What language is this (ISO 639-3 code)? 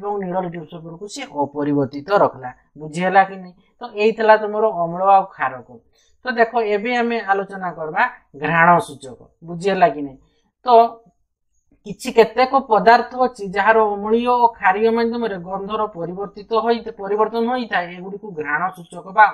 ori